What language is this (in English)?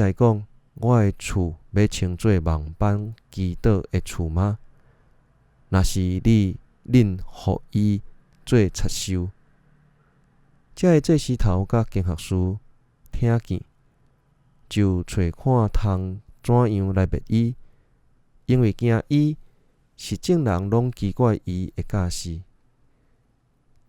Min Nan Chinese